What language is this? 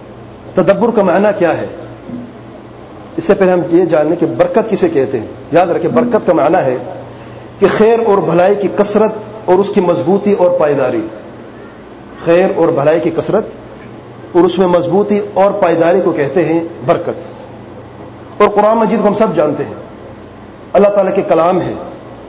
Urdu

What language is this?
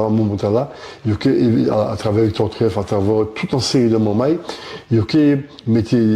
Guadeloupean Creole French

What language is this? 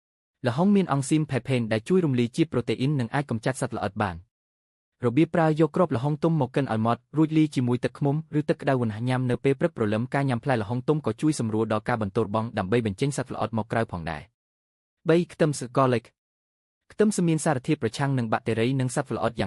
Khmer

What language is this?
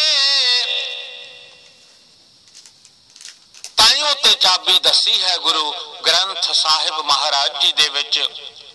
Punjabi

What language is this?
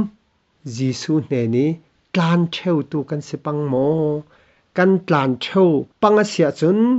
Falam Chin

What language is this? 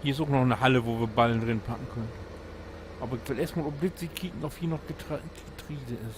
Low German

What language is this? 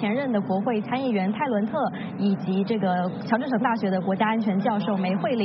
Chinese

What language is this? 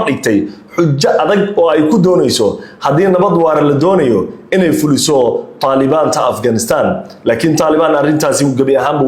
Somali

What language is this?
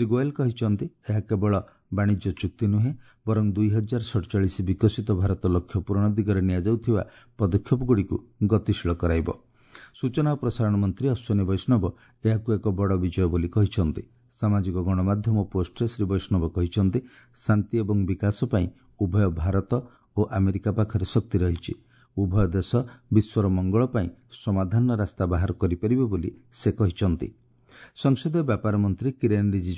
Odia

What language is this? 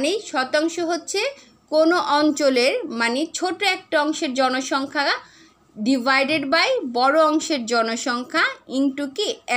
Bangla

